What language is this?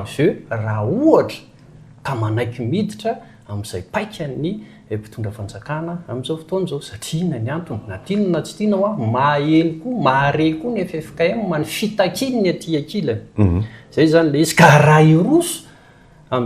Malagasy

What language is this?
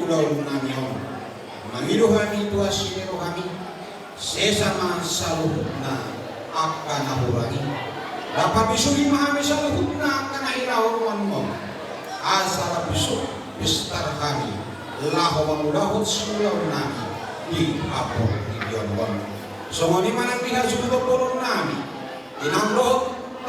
Batak Toba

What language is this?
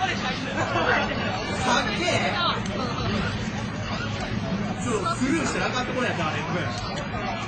Japanese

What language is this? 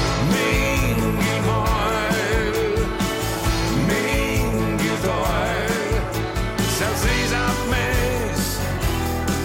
Estonian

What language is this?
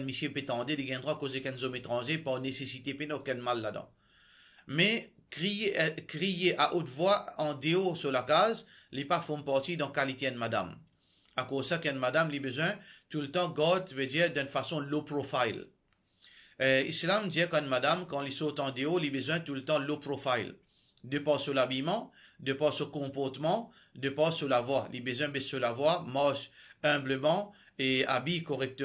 Morisyen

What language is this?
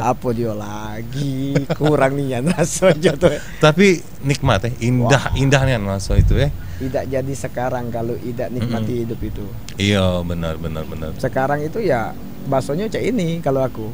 Musi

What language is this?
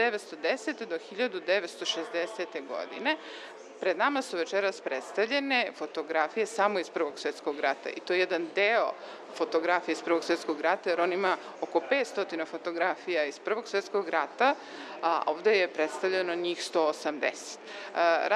Serbian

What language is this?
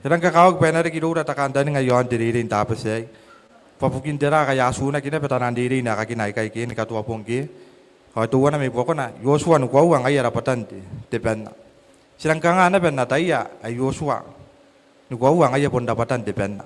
Gilbertese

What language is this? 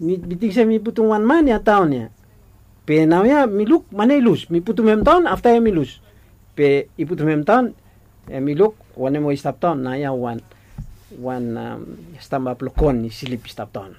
Bislama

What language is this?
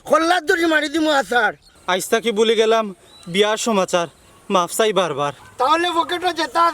Sylheti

